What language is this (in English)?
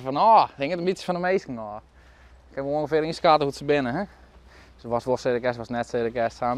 Western Frisian